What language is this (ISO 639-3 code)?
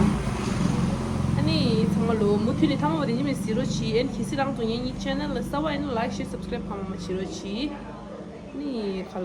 bod